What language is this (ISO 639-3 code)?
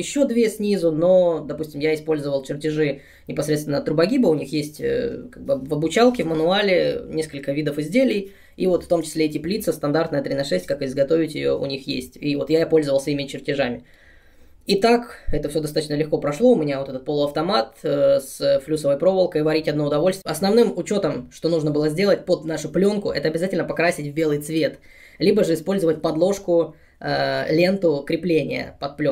rus